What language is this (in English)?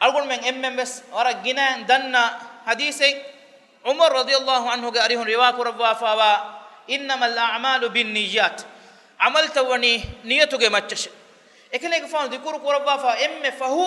Divehi